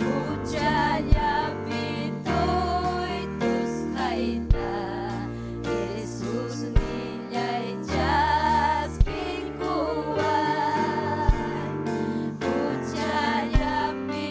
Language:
Ayacucho Quechua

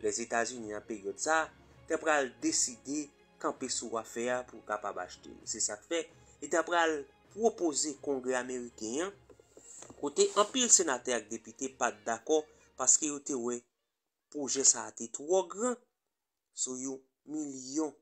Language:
Haitian Creole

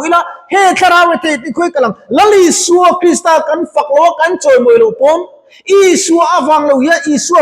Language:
Mizo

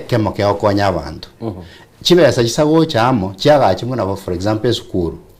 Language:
Gusii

